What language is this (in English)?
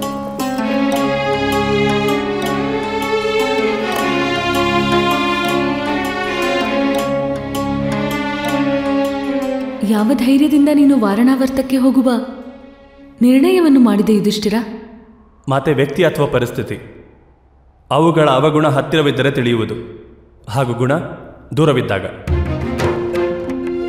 Kannada